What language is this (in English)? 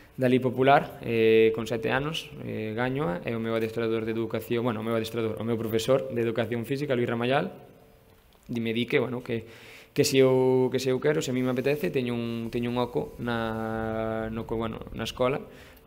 Galician